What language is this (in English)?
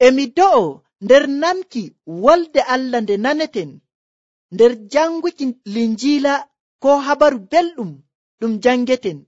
Nigerian Fulfulde